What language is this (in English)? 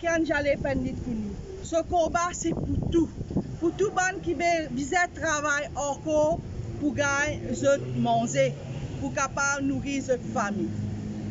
Morisyen